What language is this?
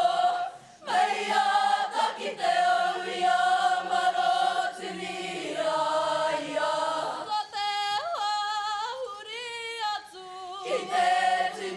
Māori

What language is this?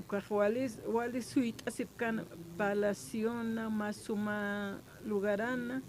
Aymara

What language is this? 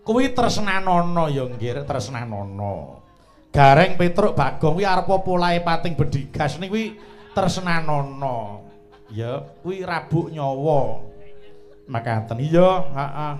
Javanese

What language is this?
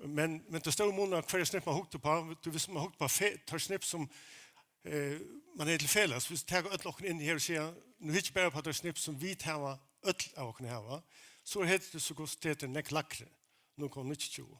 Faroese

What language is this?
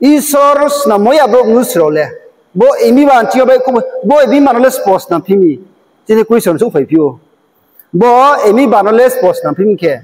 Riang (India)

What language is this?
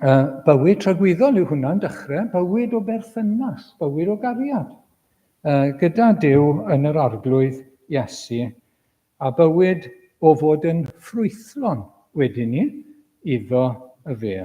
Welsh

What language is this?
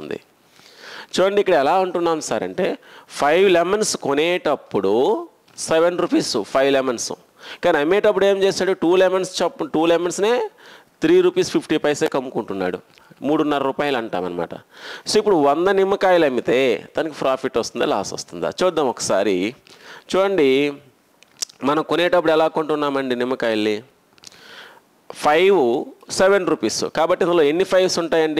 Telugu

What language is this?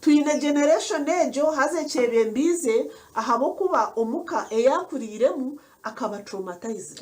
Nyankole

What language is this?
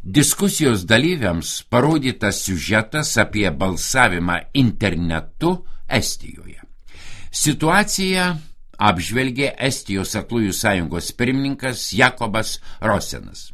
Lithuanian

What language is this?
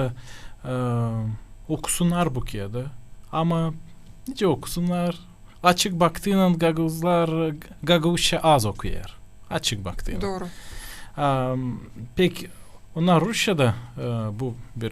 Gagauz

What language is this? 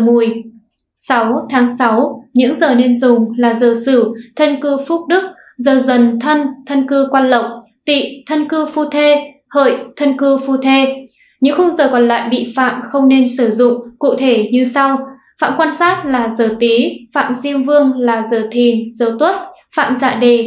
Vietnamese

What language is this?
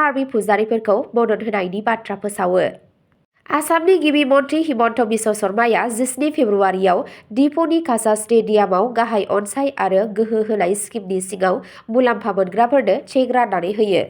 Bodo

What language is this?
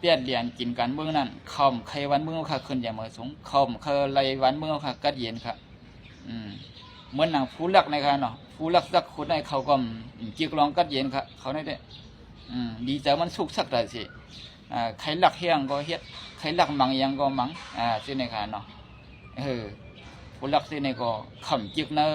Shan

